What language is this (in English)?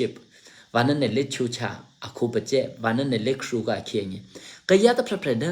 Eastern Kayah